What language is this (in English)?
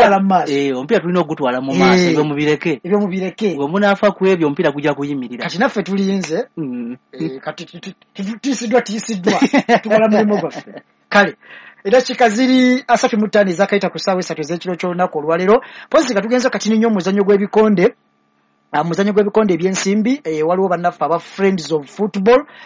Ganda